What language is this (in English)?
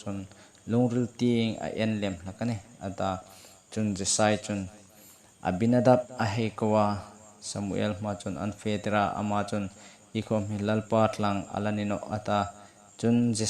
Hmar